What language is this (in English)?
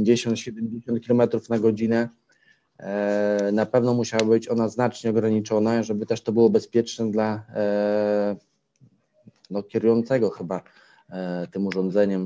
Polish